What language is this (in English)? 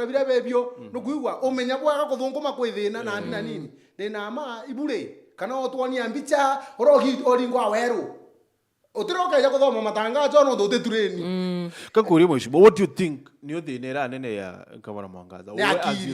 Meru